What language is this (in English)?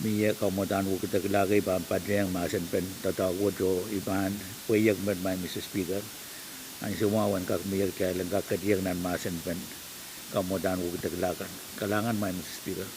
Pohnpeian